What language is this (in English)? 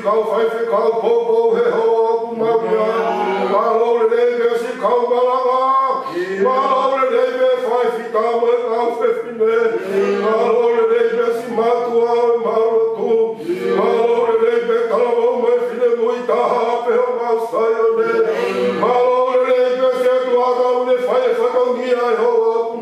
Tongan